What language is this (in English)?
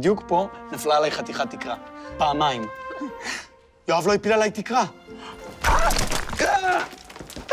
Hebrew